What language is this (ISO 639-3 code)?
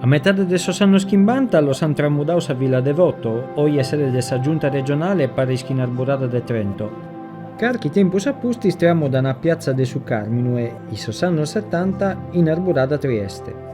srd